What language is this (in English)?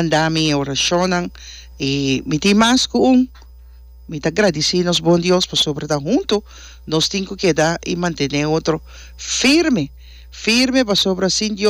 Papiamento